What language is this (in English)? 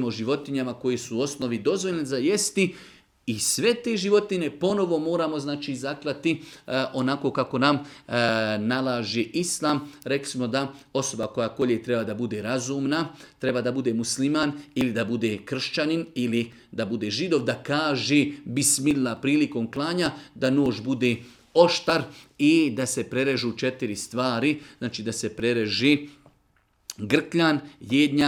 Bosnian